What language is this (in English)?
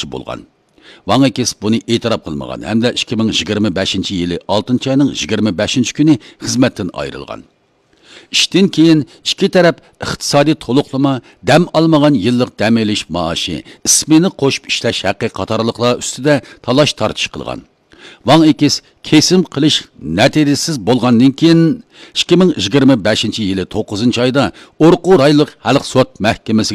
Uyghur